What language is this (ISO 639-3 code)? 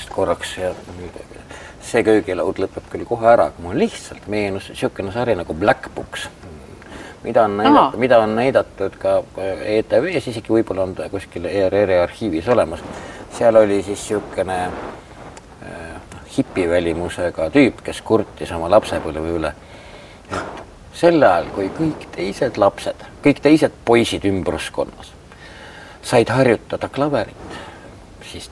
est